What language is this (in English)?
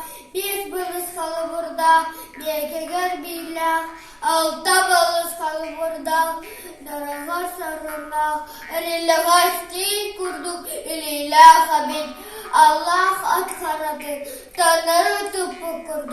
Yakut